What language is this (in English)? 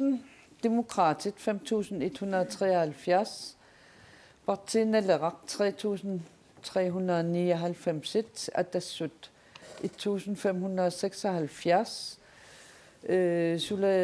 Kalaallisut